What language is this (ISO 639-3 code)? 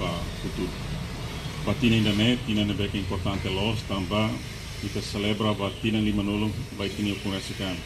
tet